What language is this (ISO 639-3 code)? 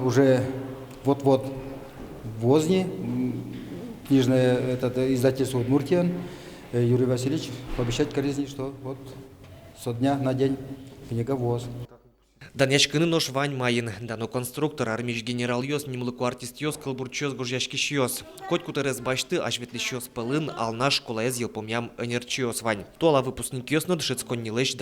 udm